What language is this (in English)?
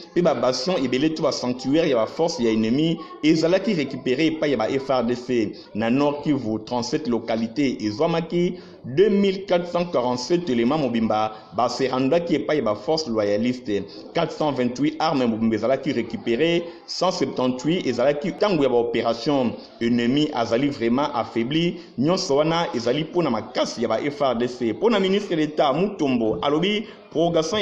Lingala